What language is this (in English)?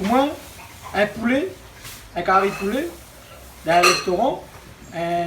Réunion Creole French